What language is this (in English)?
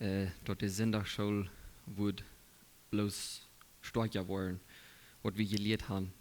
Plautdietsch